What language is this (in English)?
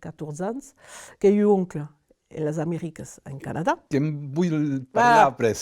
Occitan